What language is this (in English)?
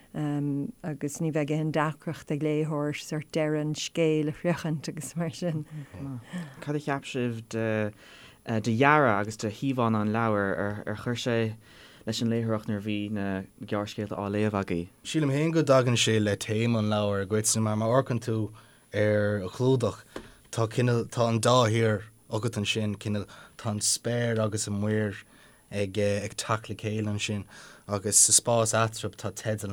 Irish